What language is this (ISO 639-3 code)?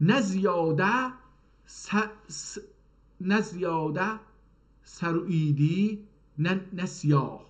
azb